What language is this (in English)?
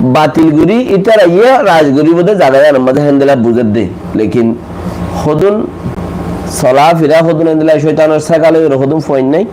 Rohingya